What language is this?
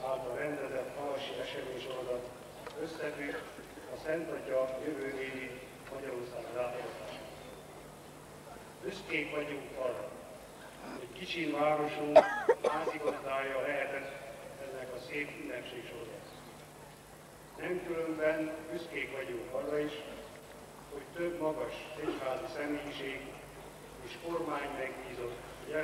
Hungarian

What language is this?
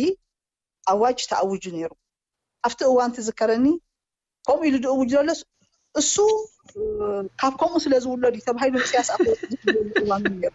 Tigrinya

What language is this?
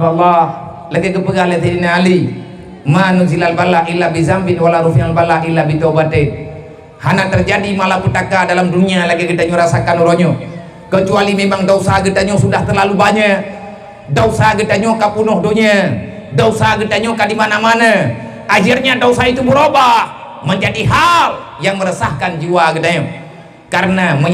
Achinese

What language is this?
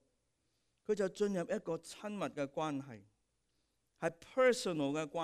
Cantonese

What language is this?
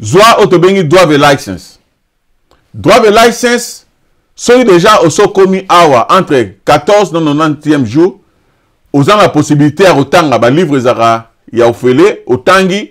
Lingala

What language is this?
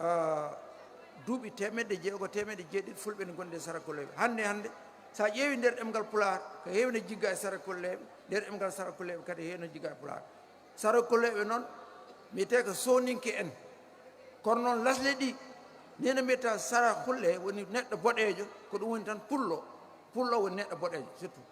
Fula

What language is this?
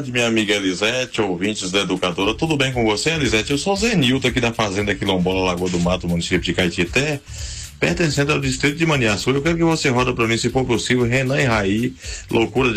Portuguese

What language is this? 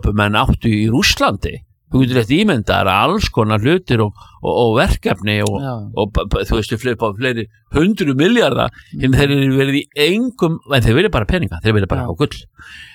Icelandic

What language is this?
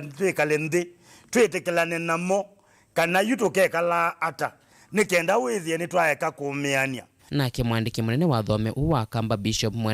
Kamba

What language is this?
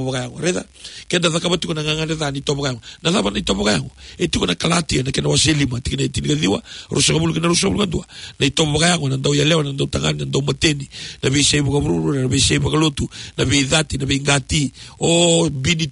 Fijian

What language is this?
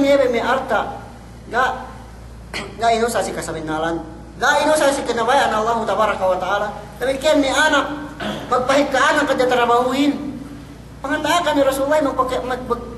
Yakan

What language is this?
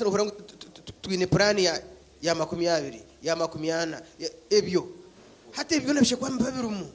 Nyankole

